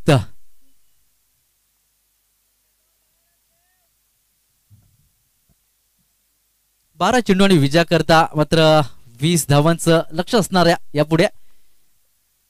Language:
Marathi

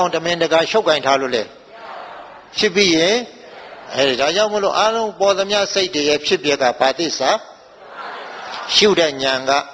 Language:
Burmese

